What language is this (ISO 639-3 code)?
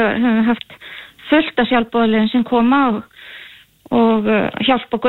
isl